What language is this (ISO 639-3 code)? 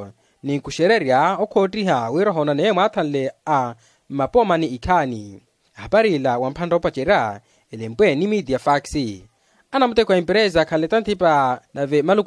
vmw